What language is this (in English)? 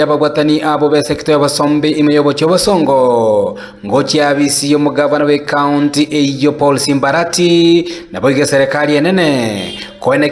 Gusii